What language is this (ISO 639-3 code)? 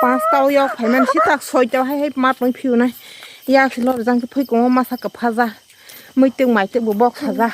trp